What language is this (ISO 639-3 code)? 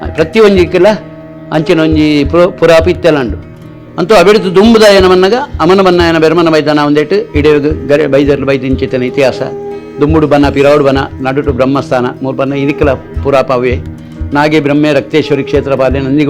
tcy